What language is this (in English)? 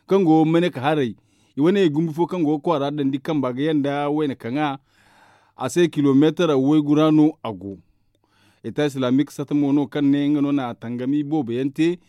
Zarma